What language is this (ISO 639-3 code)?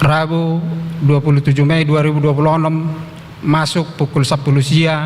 bbc